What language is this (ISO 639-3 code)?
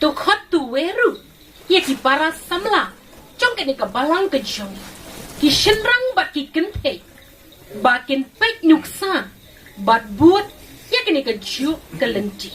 kha